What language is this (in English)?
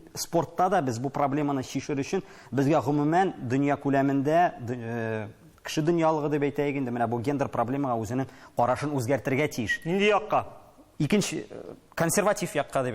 Tatar